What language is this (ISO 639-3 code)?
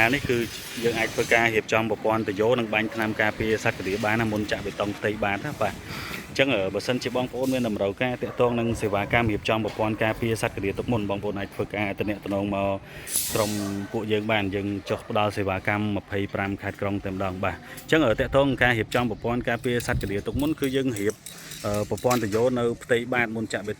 khm